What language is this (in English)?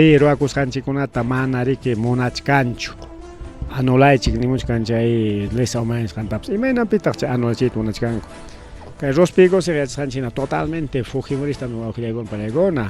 Ayacucho Quechua